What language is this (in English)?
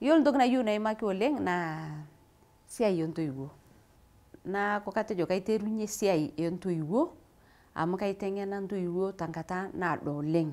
Masai